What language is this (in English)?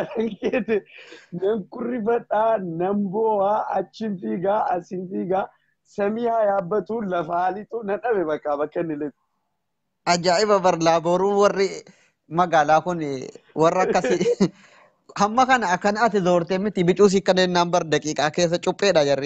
Oromo